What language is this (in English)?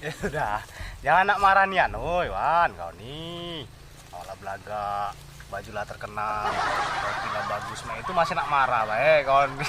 Musi